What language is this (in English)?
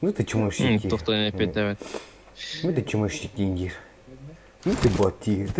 Yakut